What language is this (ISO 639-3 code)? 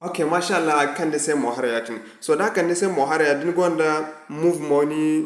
dje